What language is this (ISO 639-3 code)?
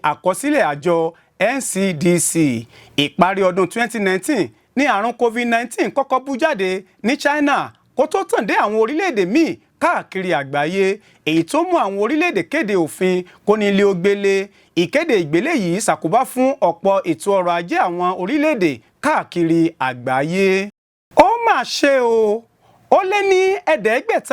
yor